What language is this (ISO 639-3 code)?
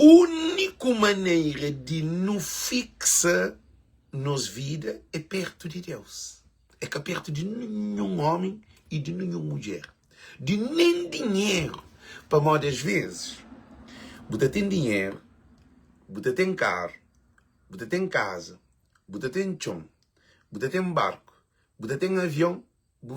kea